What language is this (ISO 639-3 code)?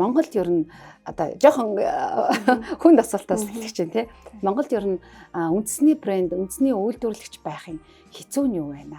mon